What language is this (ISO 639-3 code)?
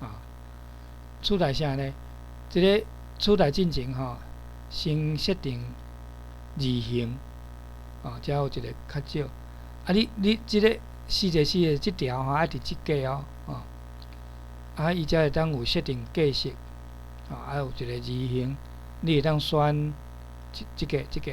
nan